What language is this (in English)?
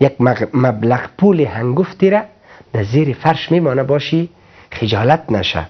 Persian